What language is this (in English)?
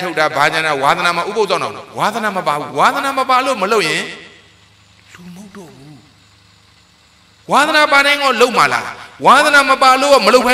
Burmese